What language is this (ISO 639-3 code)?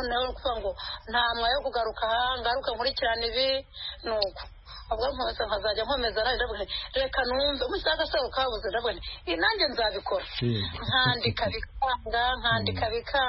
kin